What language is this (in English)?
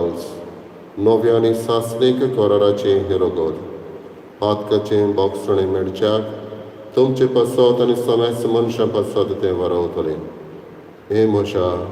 Konkani